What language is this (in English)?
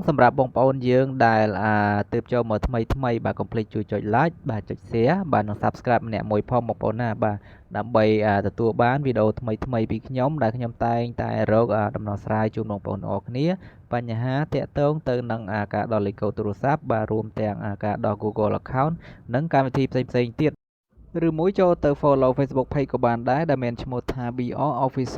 Khmer